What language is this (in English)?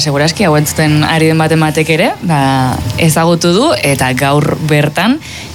Basque